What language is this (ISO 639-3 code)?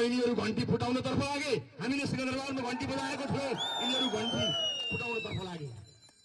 nep